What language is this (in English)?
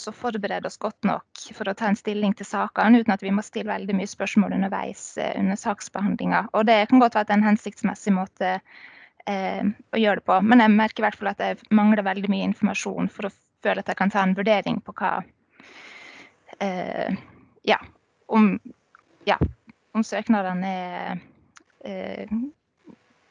Norwegian